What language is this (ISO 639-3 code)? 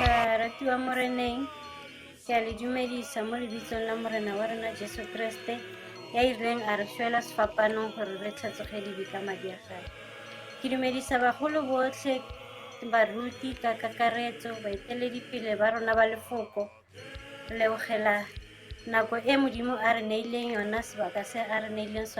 tsn